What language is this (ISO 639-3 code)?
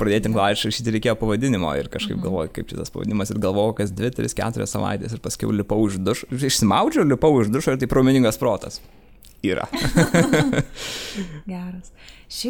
lit